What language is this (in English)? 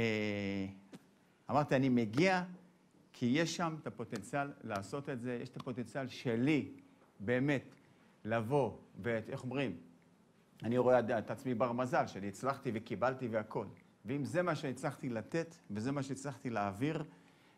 Hebrew